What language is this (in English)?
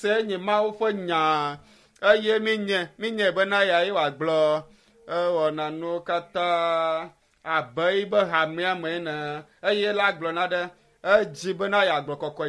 Ewe